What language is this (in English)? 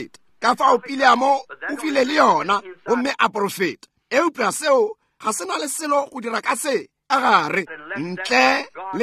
Northern Sotho